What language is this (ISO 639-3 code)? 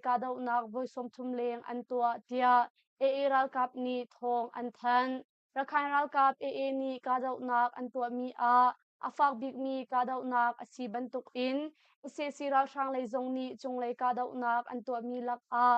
cnh